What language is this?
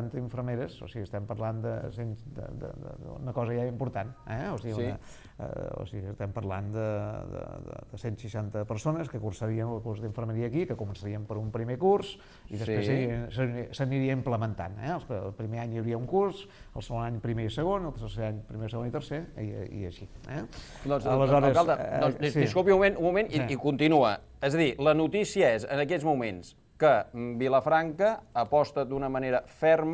Catalan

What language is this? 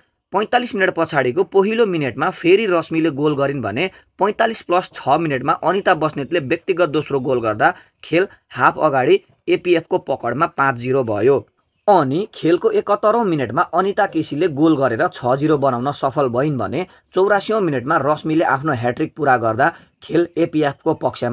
Nepali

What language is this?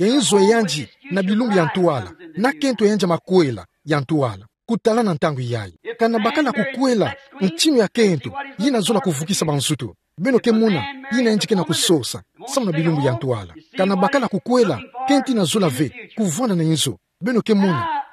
Kituba (Democratic Republic of Congo)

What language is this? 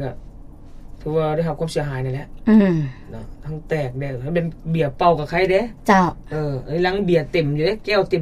Lao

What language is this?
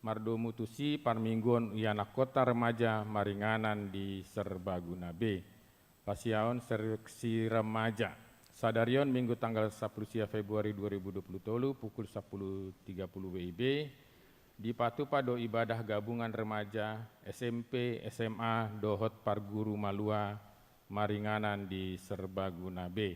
Batak Toba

